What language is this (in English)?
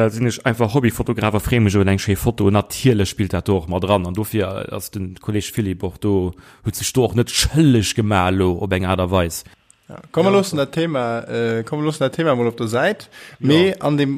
Luxembourgish